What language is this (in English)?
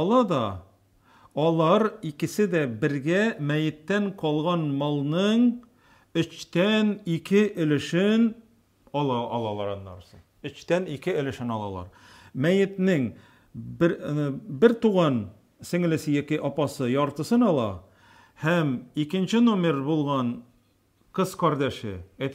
Tatar